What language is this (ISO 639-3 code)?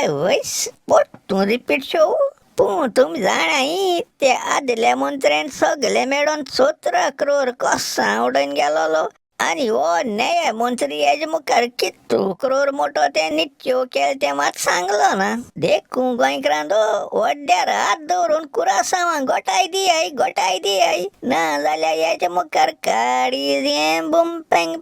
kok